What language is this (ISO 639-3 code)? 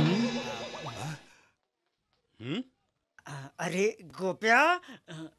mar